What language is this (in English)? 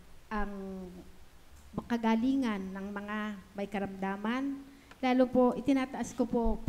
Filipino